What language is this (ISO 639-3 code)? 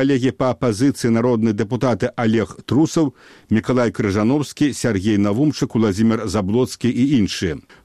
bel